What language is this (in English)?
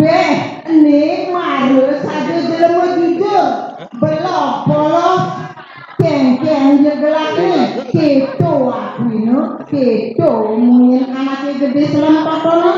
Balinese